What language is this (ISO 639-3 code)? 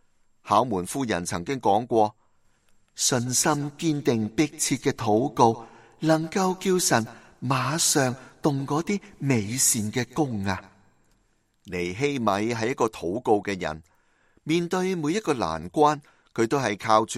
yue